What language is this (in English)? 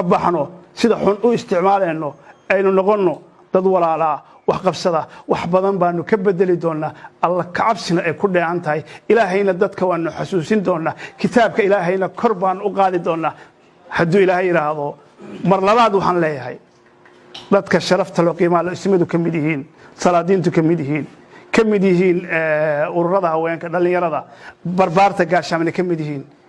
Somali